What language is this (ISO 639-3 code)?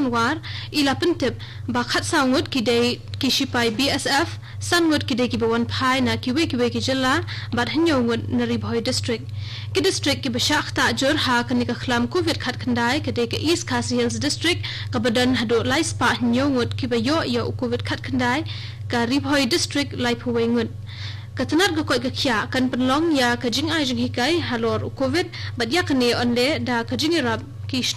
kha